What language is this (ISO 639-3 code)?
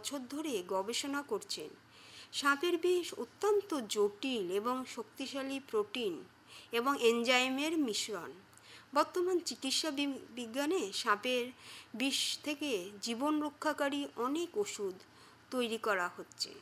ben